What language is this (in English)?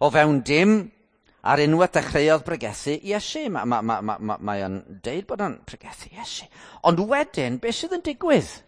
Welsh